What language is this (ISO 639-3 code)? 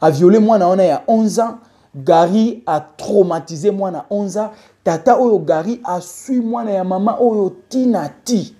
lin